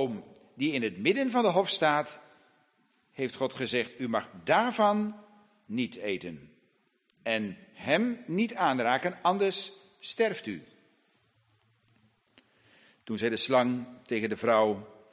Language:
Dutch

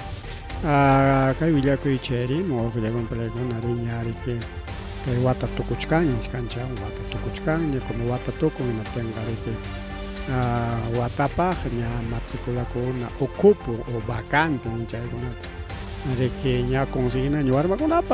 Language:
Ayacucho Quechua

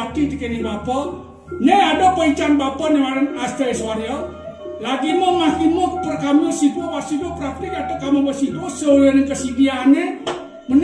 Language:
Balinese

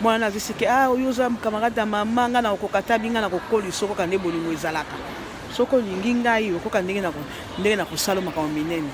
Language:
Lingala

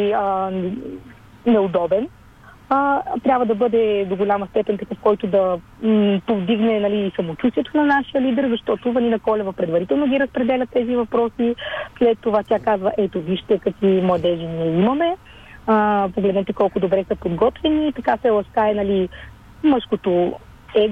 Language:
Bulgarian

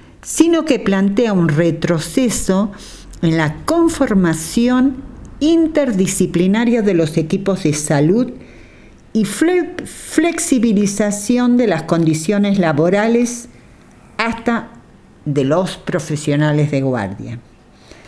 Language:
Spanish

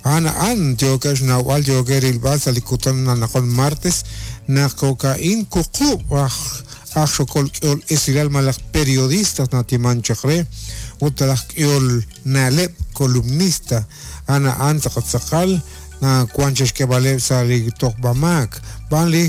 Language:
Kekchí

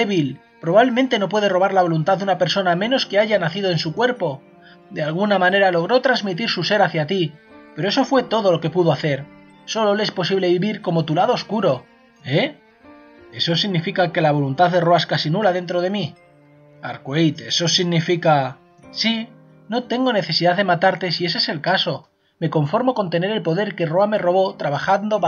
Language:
Spanish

